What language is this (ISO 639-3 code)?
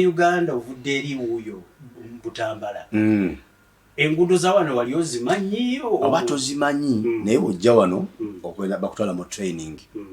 lug